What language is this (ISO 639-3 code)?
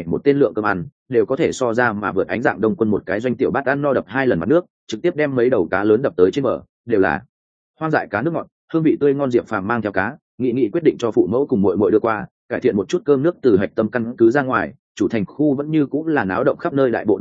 vie